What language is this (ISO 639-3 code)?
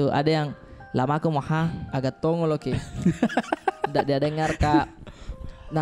mfp